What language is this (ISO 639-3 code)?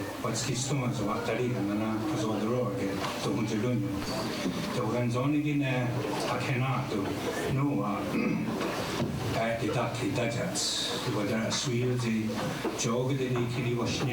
moh